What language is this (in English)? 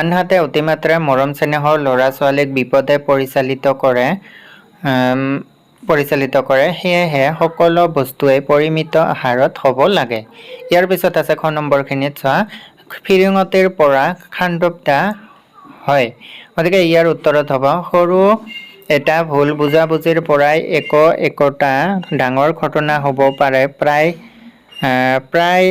Assamese